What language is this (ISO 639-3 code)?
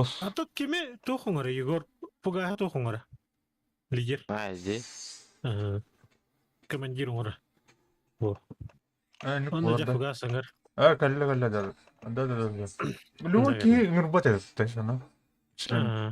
sah